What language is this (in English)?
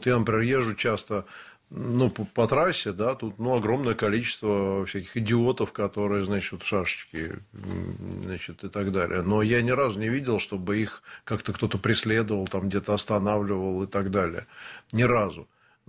Russian